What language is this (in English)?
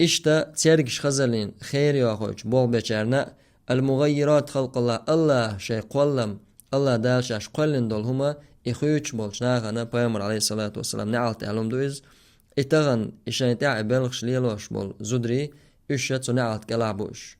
Chechen